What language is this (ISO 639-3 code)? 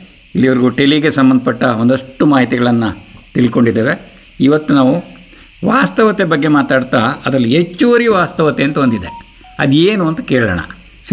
kan